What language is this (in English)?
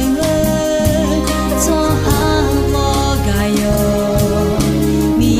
Akha